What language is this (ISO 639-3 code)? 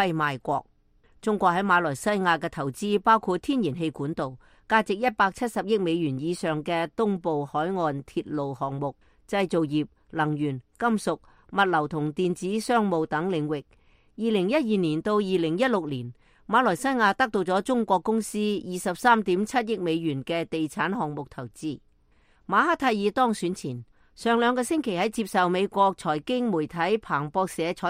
yue